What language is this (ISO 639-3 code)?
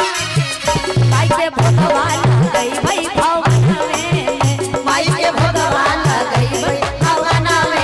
mag